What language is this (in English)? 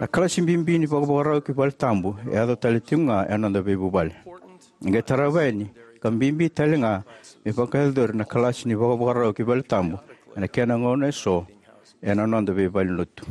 Fijian